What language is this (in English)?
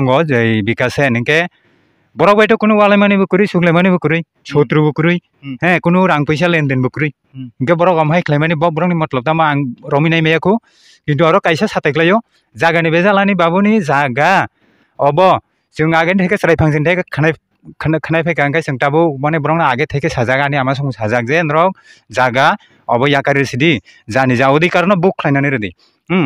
Kok Borok